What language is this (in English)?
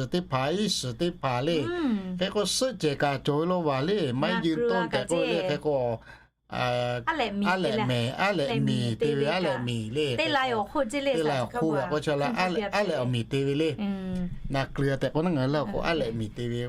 Lahu